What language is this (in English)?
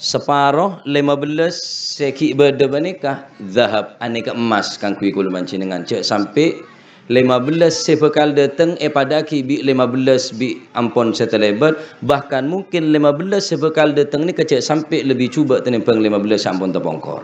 Madurese